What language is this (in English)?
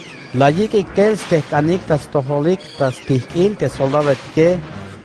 Tzeltal